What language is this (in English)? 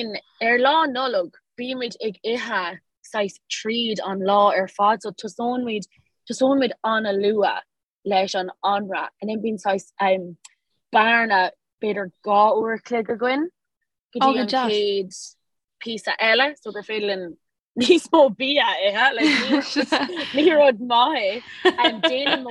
Irish